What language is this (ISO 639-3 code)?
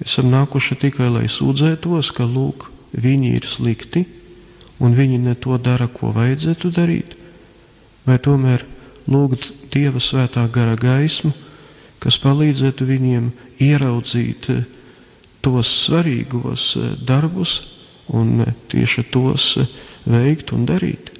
lav